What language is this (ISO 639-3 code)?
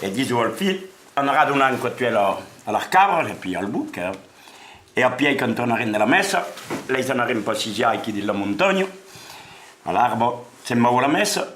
oci